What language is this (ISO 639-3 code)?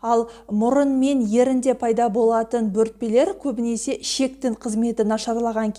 kaz